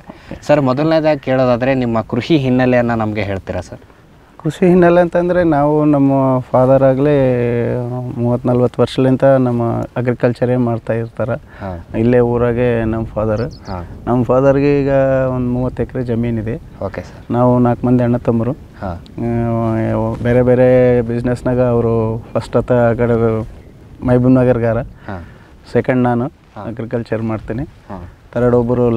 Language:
Kannada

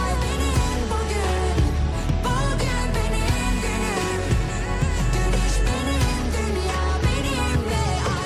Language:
Kara-Kalpak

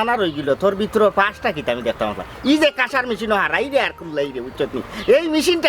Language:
Sylheti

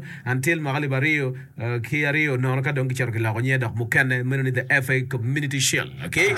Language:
Acoli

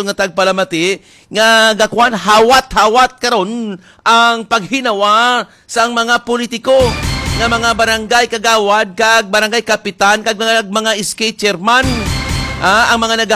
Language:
Hiligaynon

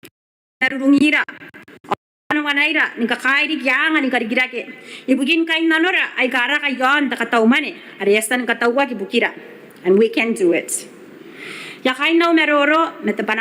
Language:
Gilbertese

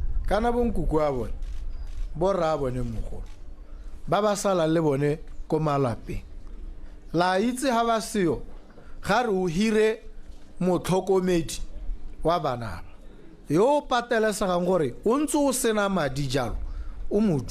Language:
Tswana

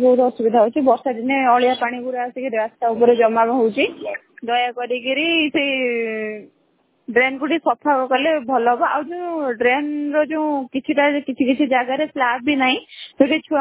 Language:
Odia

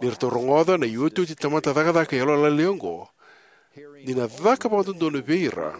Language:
Fijian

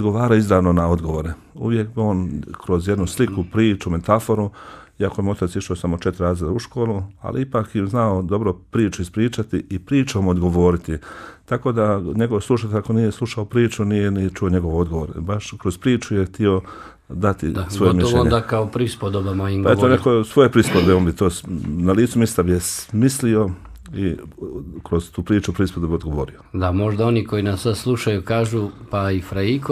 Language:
Bosnian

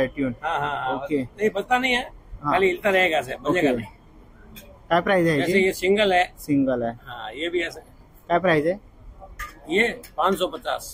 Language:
Marathi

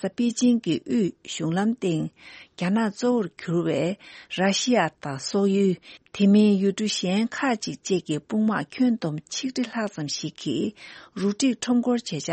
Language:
Tibetan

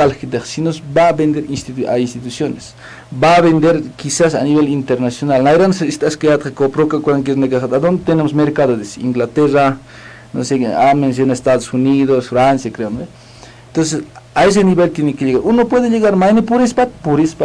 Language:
Aymara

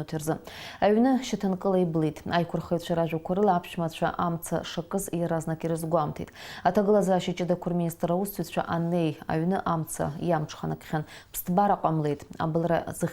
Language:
Abkhazian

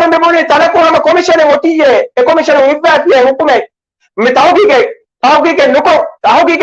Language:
Divehi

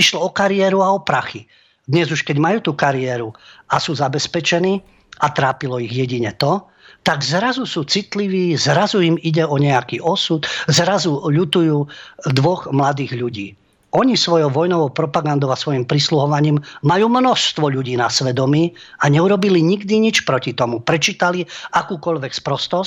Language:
Slovak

